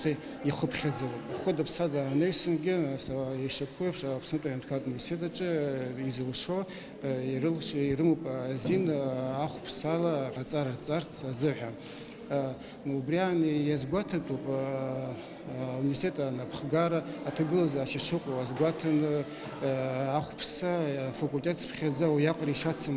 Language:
Abkhazian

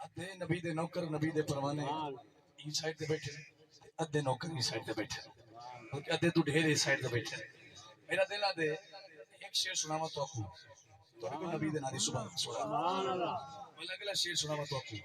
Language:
Saraiki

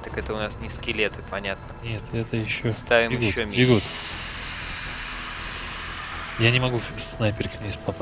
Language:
Russian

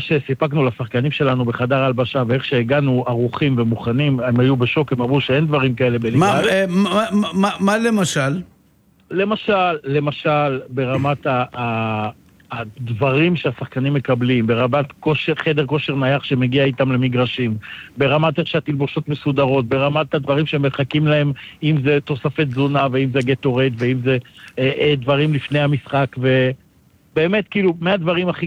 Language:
Hebrew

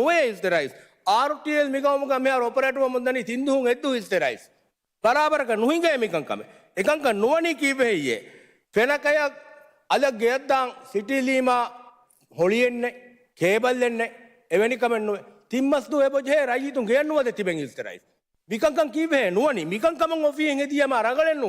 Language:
Divehi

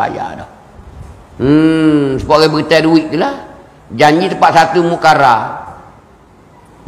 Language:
Malay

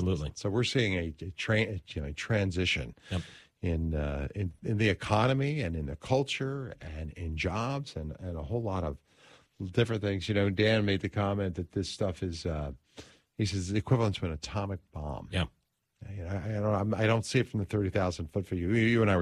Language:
English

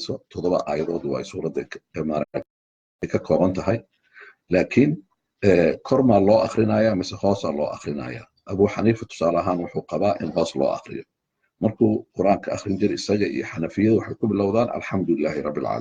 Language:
Somali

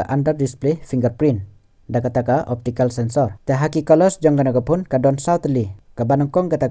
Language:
Khasi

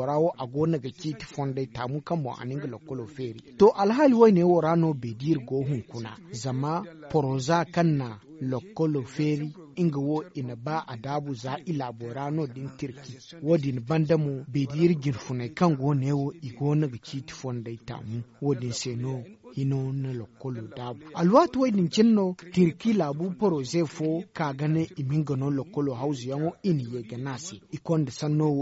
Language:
Zarma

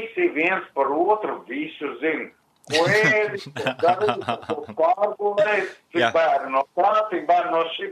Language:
Latvian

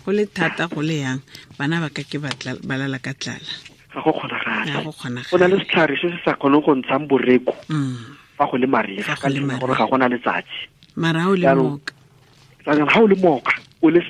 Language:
Tswana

